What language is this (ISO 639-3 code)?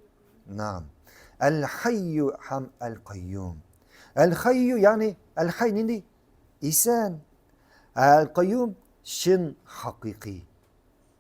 tat